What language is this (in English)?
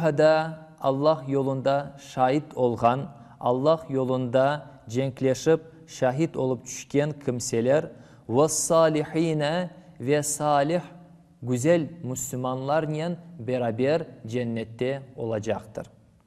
Crimean Tatar